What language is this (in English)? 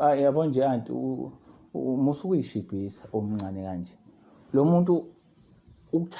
Zulu